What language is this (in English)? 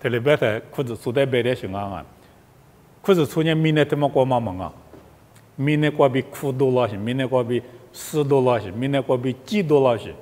Lisu